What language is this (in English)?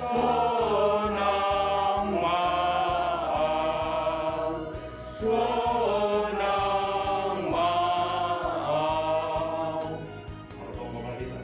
Batak Simalungun